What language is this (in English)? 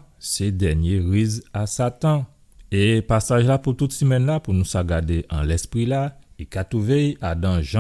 Guadeloupean Creole French